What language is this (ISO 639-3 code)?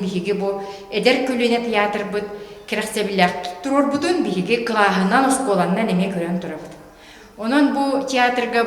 sah